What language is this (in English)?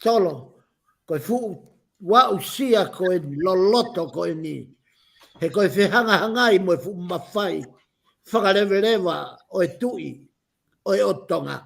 Tongan